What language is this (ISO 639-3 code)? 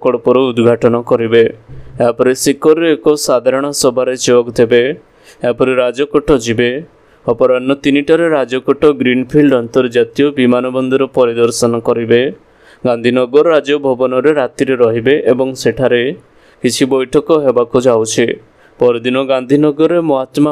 ori